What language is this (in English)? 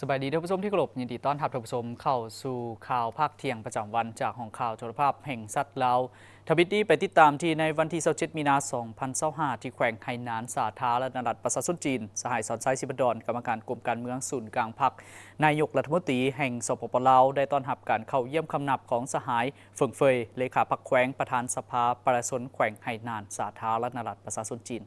Lao